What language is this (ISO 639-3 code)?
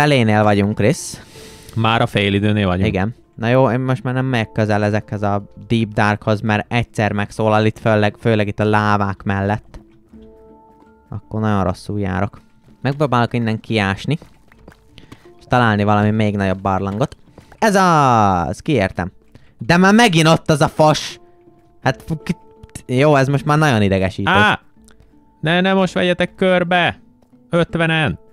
hun